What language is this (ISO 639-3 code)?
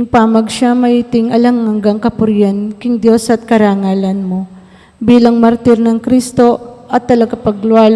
pam